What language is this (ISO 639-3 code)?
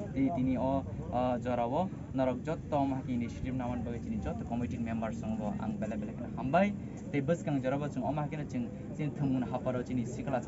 trp